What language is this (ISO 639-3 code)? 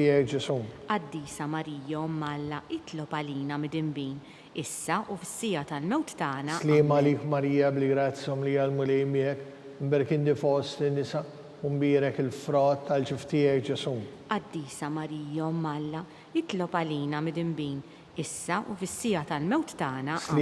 mlt